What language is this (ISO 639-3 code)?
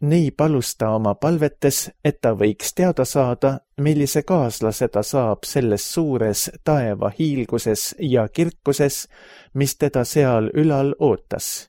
est